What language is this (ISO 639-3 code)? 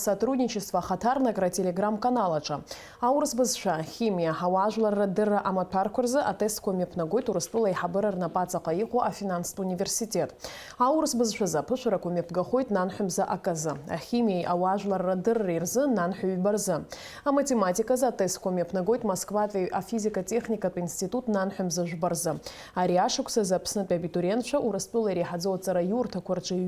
abk